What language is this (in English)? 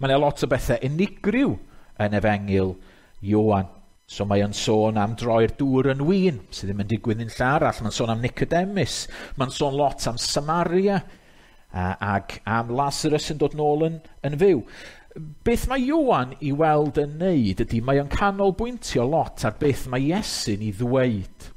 Welsh